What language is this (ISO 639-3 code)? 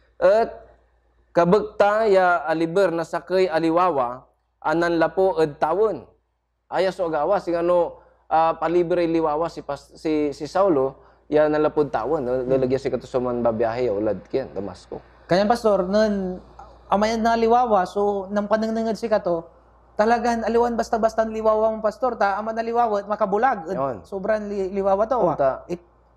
pag